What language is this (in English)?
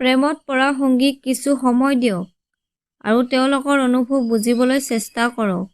Assamese